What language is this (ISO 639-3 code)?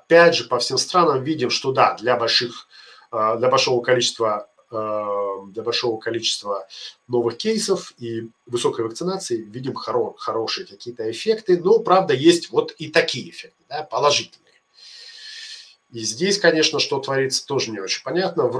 rus